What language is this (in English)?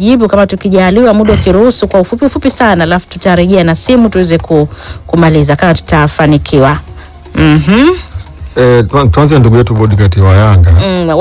Swahili